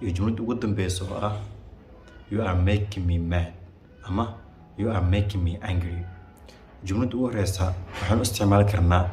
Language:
Somali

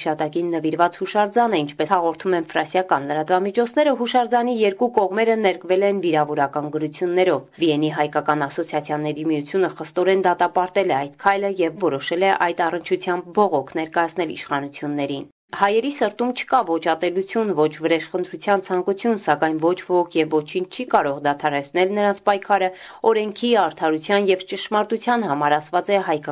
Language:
Armenian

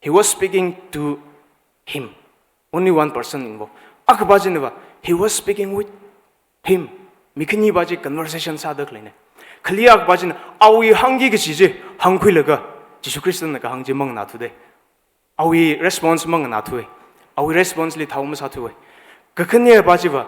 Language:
Tangkhul Naga (India)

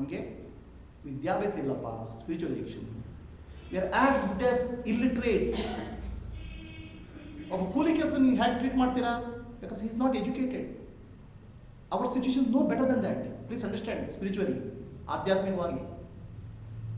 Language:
Kannada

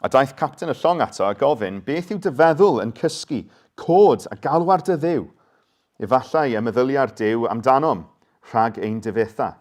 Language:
Welsh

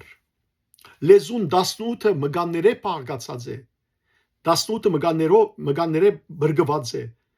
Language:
Western Armenian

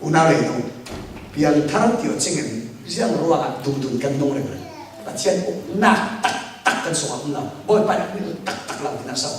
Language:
Falam Chin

